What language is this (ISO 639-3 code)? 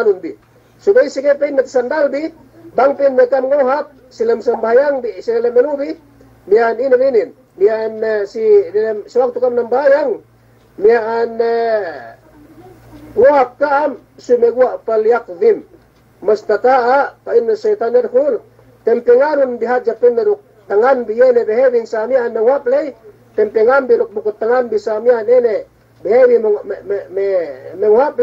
yka